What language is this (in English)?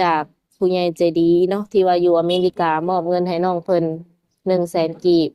Lao